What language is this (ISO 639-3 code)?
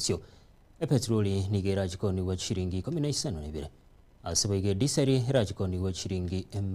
guz